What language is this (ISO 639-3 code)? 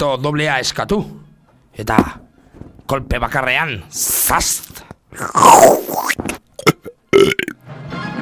eus